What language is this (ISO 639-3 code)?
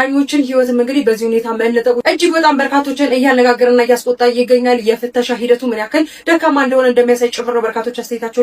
amh